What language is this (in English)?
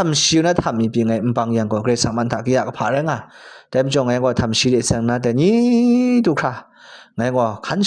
Kachin